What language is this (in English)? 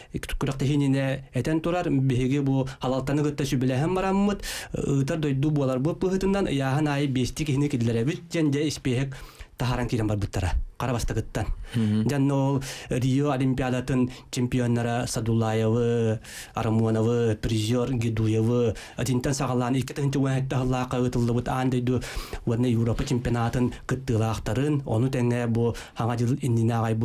Yakut